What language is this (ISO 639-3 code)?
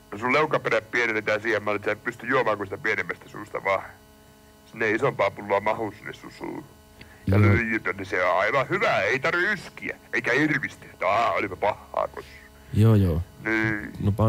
fin